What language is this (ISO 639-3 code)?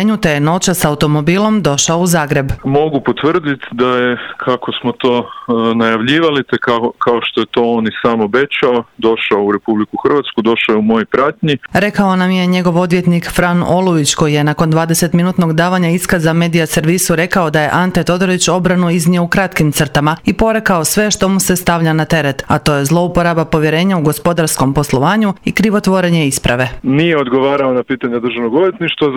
hrv